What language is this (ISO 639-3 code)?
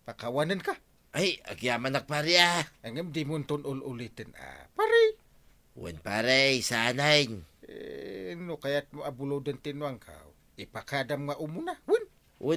ilo